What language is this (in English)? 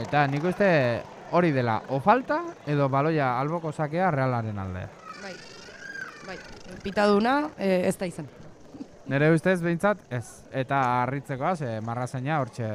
Basque